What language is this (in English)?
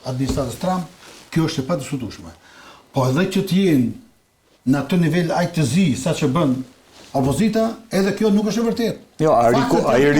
Albanian